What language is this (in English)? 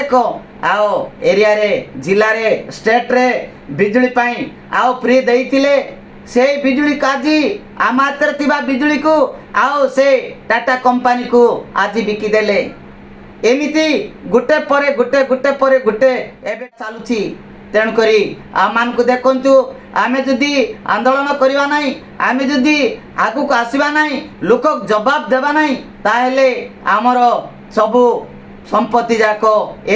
Odia